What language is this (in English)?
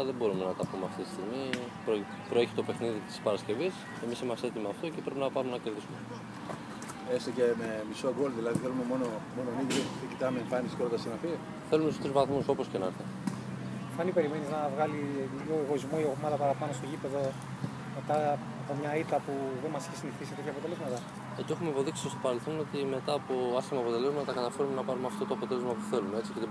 Greek